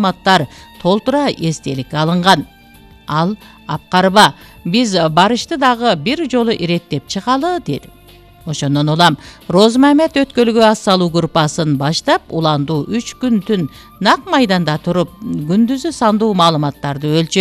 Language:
Kyrgyz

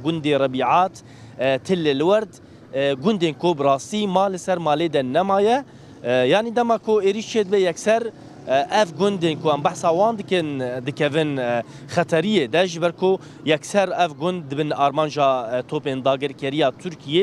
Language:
Kurdish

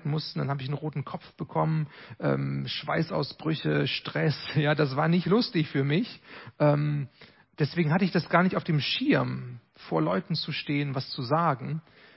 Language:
German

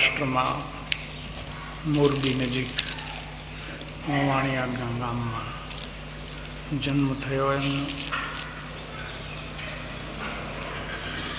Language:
Gujarati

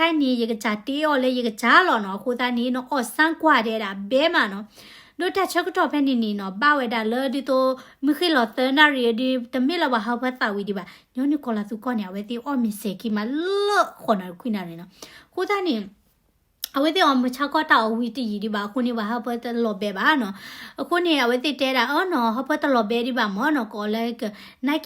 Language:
S'gaw Karen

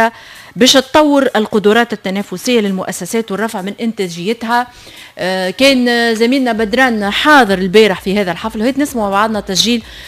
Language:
Tunisian Arabic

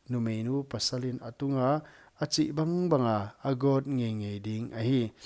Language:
Paite Chin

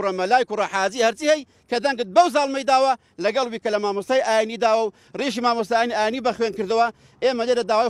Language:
Central Kurdish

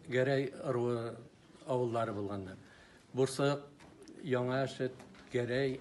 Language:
Bashkir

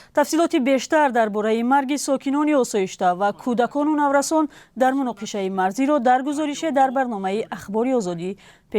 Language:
Tajik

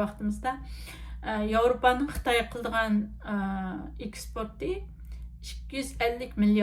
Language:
Uyghur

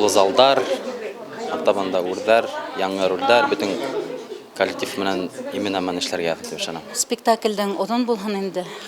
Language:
Bashkir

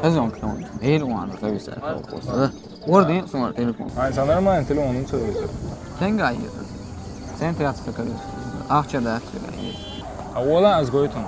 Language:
Chechen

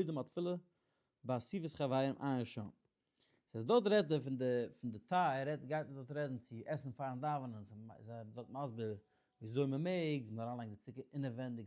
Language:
Yiddish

